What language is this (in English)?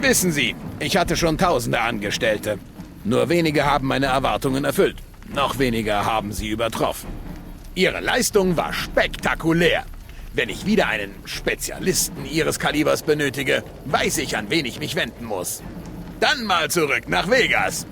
Bavarian